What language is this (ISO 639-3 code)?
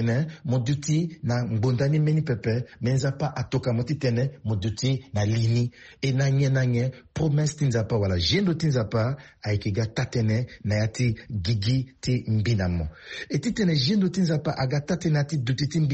sag